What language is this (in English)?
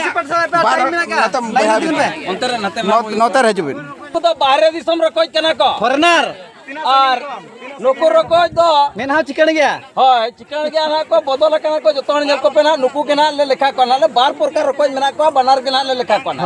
Santali